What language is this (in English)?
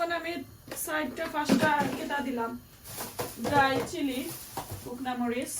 Sylheti